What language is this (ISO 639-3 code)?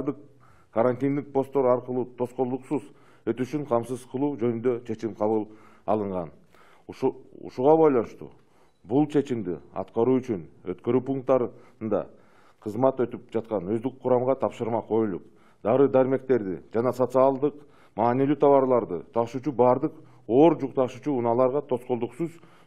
kir